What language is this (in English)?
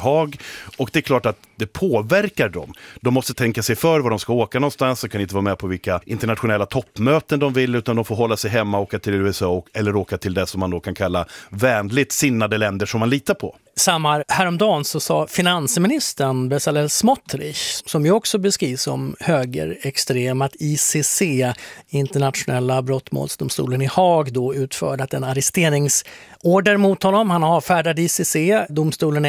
Swedish